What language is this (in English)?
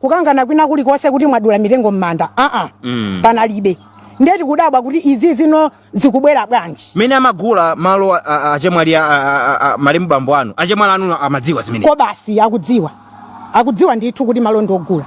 Nyanja